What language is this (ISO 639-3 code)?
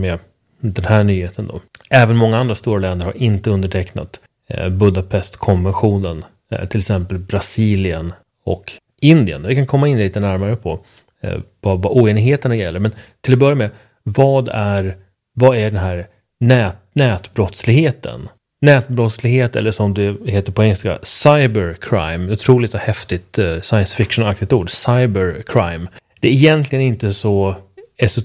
swe